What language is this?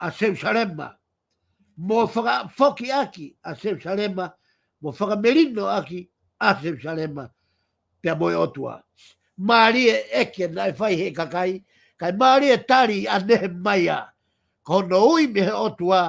Tongan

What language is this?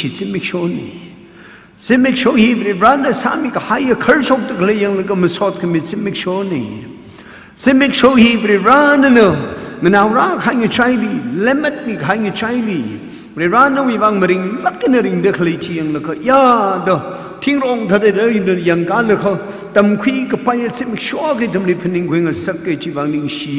Tangkhul Naga (India)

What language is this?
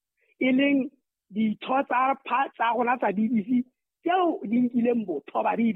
Southern Sotho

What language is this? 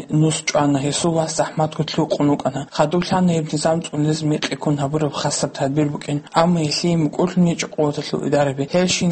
Avaric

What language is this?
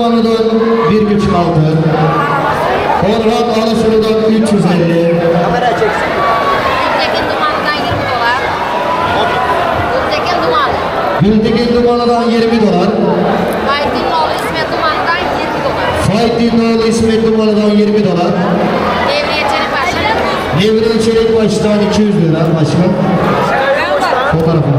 Turkish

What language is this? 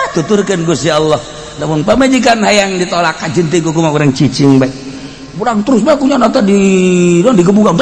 Sundanese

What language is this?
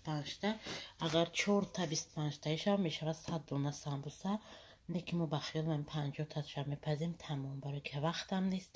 Tajik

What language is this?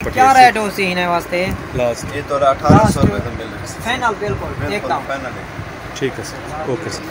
Saraiki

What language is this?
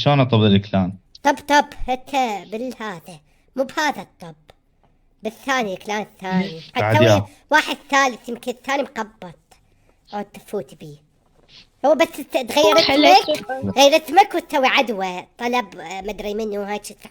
Mesopotamian Arabic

